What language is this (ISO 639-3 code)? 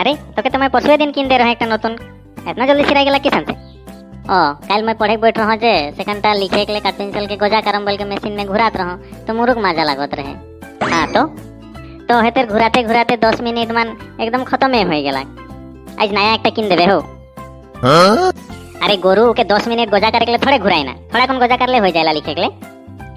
sck